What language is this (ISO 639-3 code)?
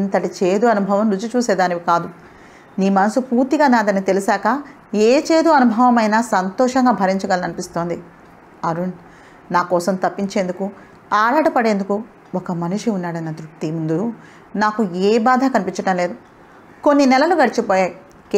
tel